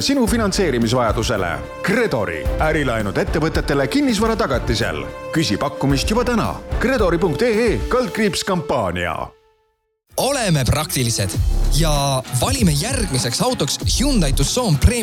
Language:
Estonian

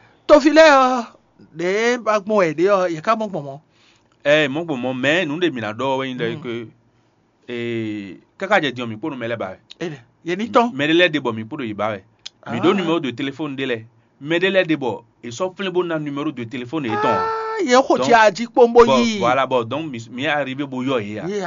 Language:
Fon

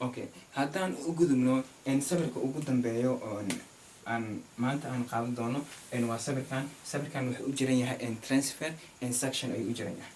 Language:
Somali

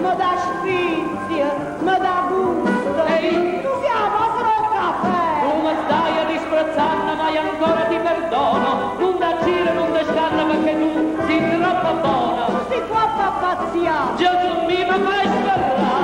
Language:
Neapolitan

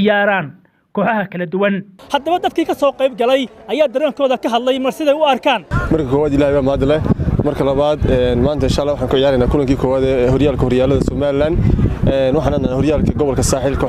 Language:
Somali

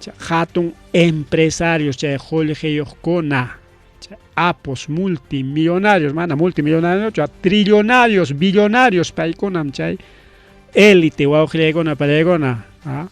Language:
Ayacucho Quechua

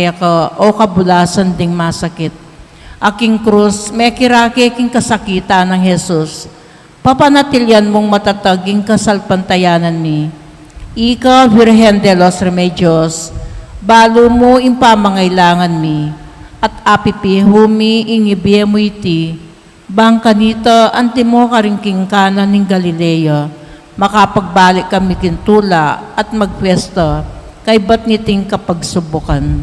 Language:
Pampanga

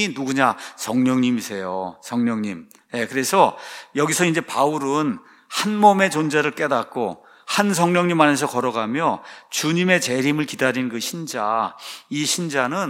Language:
Korean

